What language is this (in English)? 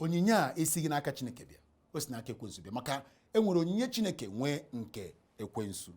Igbo